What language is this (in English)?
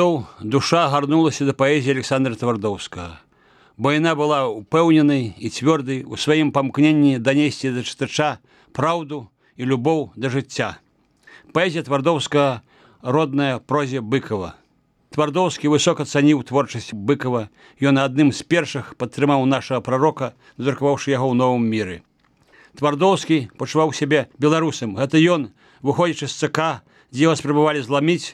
Belarusian